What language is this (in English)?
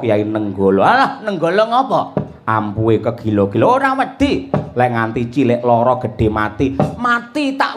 Javanese